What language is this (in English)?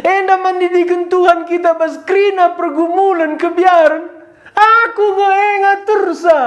Batak Karo